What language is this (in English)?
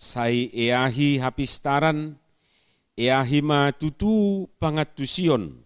Batak Toba